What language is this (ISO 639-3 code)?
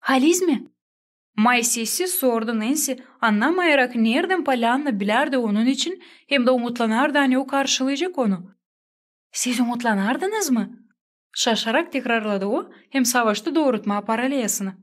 gag